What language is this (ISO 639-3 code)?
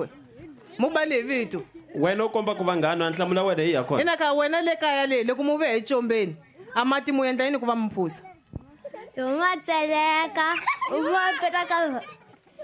tso